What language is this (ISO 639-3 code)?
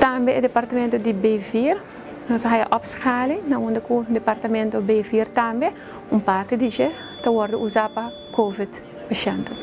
pap